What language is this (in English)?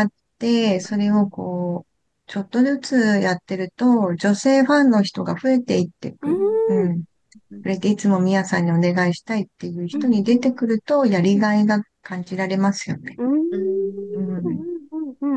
Japanese